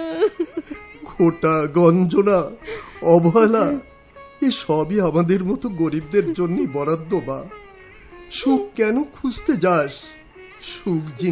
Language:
Bangla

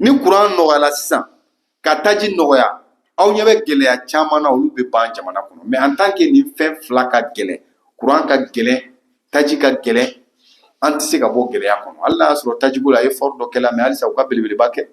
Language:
Bambara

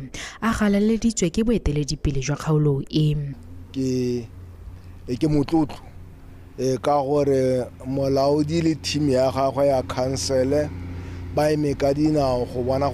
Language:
Tswana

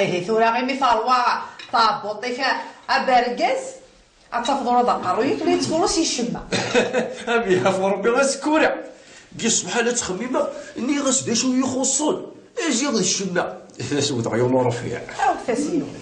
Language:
Kabyle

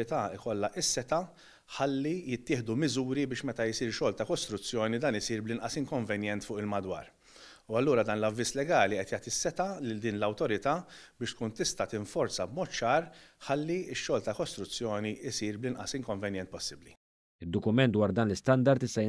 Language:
Maltese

